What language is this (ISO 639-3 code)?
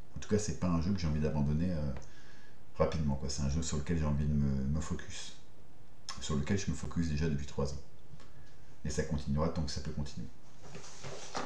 fra